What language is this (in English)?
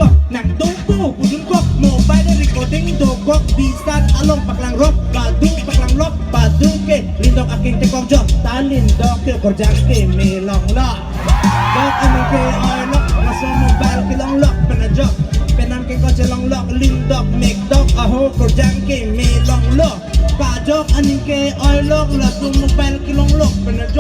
Karbi